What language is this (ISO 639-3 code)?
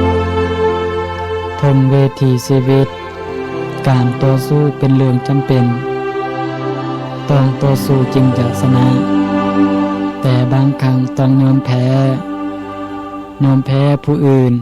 lao